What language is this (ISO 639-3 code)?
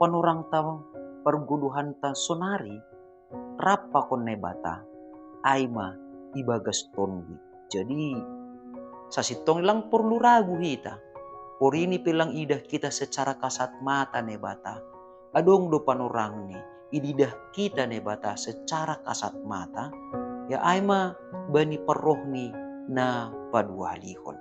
bts